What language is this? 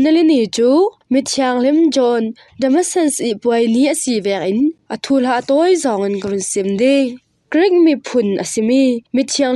Falam Chin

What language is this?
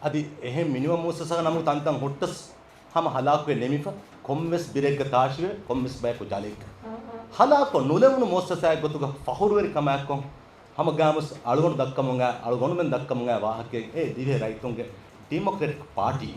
Divehi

